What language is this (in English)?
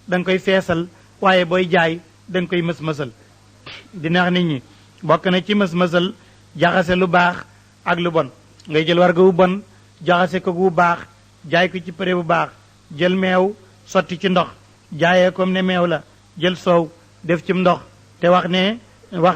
Wolof